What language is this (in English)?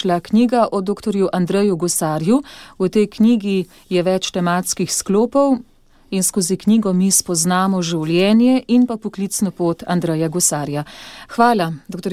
Slovenian